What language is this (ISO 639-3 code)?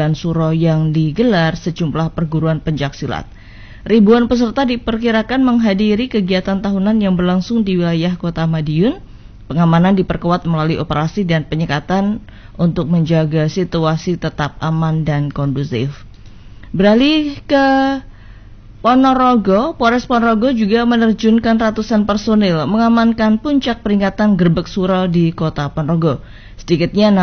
ind